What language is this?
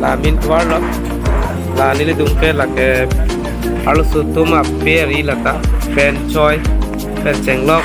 Karbi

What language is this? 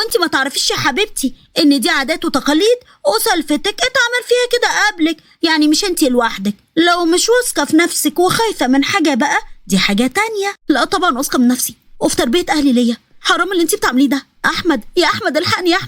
Egyptian Arabic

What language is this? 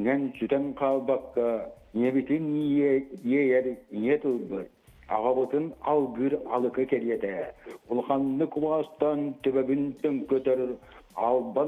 Yakut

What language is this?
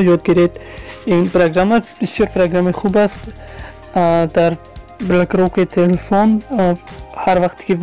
Tajik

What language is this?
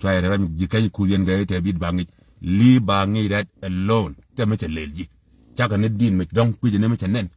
Nuer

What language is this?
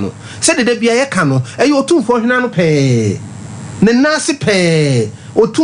Akan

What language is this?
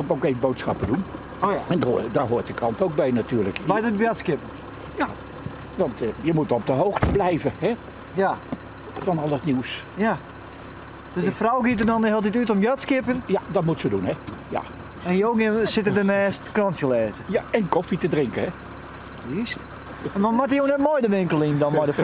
Western Frisian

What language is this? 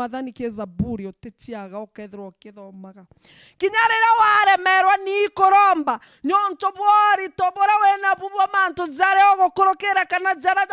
Meru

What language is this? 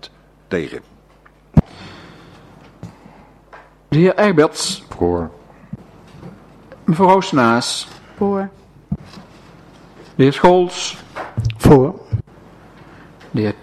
Dutch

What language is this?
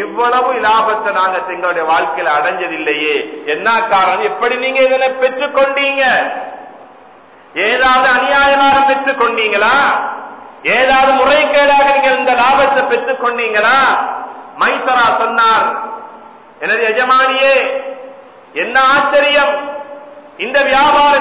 Tamil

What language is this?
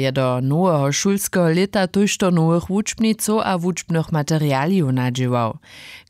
Upper Sorbian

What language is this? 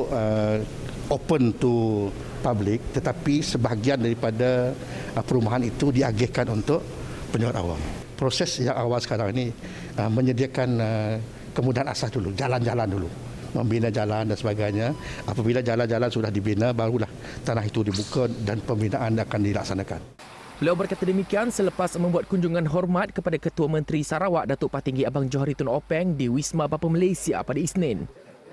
Malay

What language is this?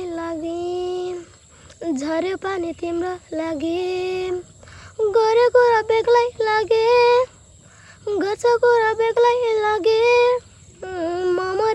Nepali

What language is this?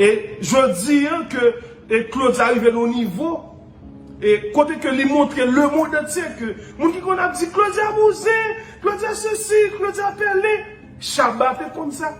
Haitian Creole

